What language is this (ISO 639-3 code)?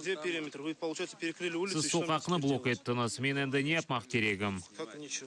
crh